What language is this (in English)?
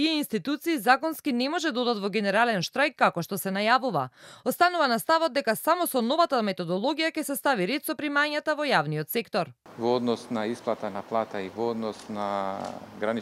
Macedonian